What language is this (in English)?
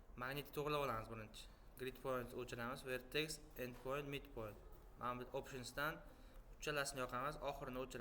Uzbek